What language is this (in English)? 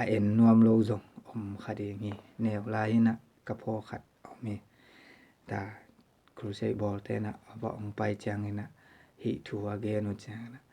Tedim Chin